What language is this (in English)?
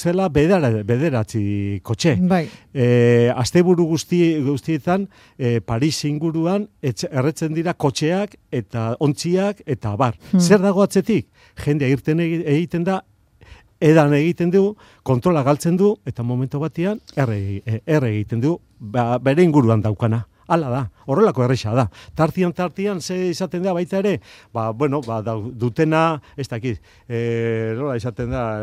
Basque